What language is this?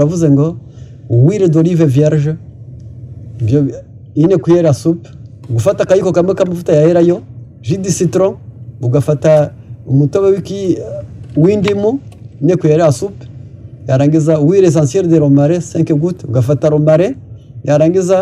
Kinyarwanda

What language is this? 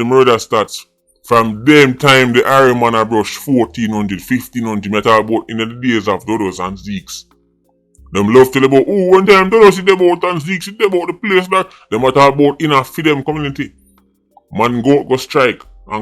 Jamaican Creole English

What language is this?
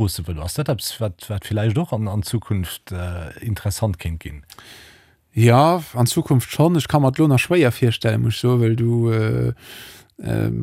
Luxembourgish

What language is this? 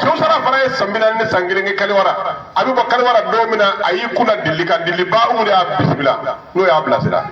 Bambara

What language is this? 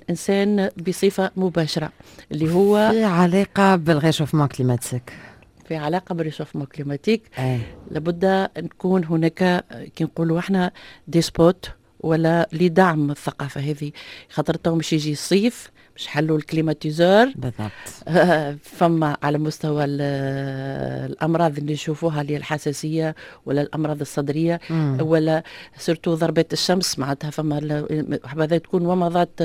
Tunisian Arabic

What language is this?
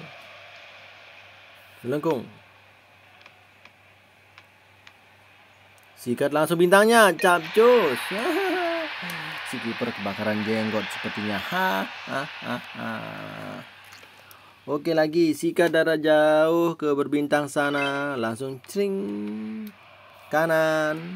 Indonesian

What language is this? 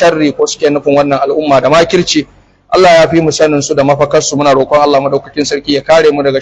Hausa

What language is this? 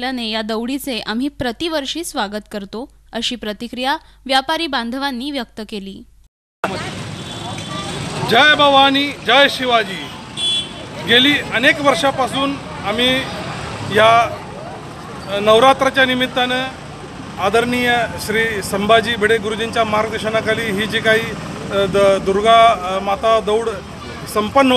Marathi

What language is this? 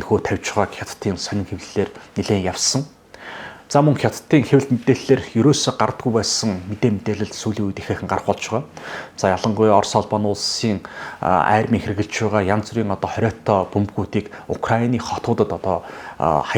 Mongolian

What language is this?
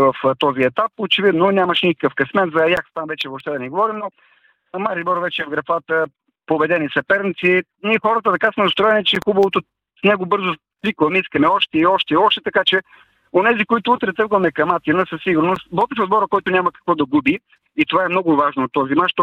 Bulgarian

